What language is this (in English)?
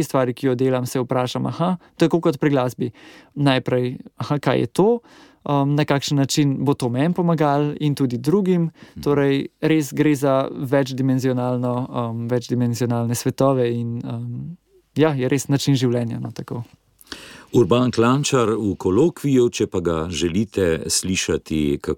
Slovenian